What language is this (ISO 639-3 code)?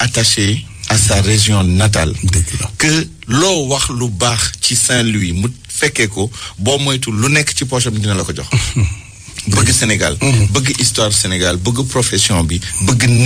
wol